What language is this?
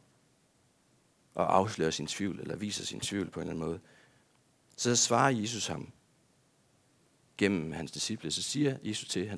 Danish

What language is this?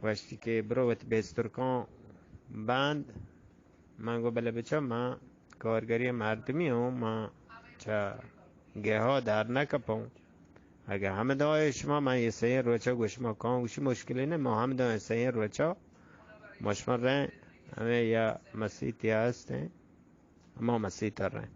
Eastern Balochi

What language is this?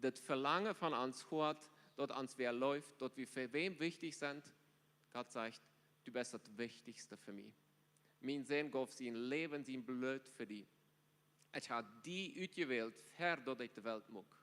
Plautdietsch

